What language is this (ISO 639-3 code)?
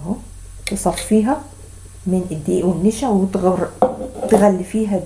arz